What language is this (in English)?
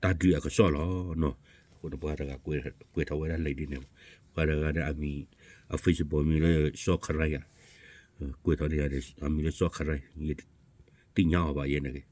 S'gaw Karen